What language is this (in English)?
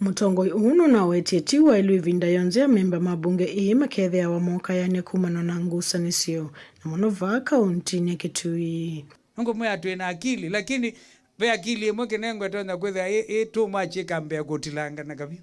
Kamba